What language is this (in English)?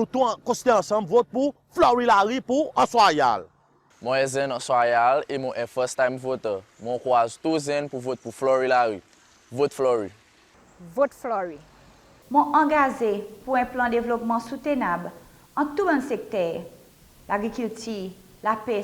Seselwa Creole French